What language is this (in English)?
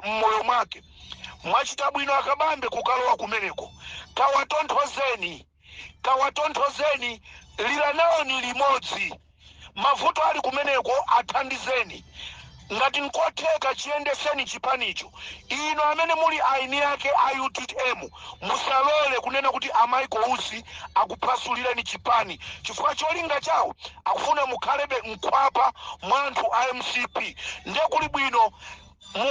Nyanja